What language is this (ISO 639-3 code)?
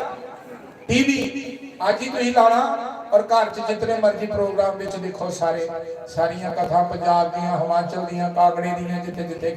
doi